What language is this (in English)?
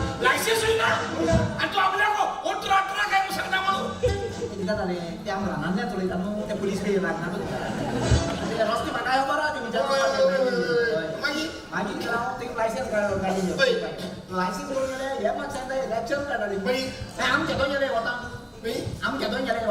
Konkani